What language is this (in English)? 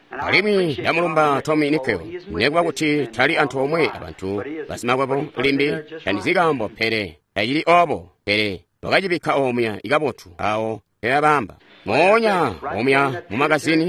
Tonga (Zambia)